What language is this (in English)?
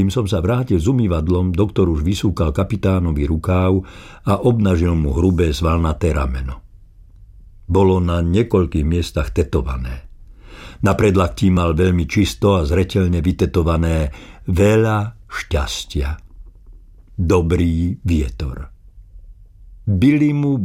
Slovak